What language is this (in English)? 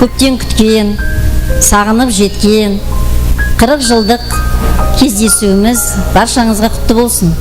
Kara-Kalpak